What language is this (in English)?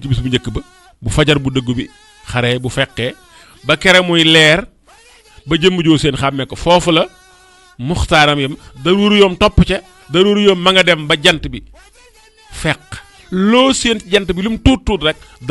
Wolof